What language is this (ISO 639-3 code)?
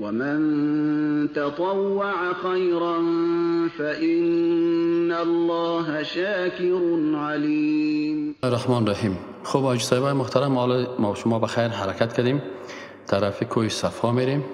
fas